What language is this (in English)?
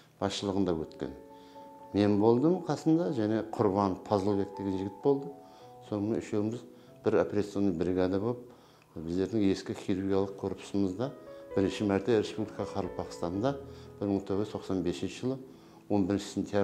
Kara-Kalpak